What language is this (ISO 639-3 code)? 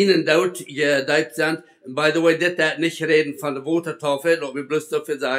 pdt